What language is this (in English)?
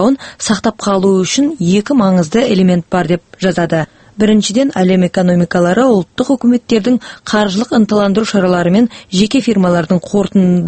Kazakh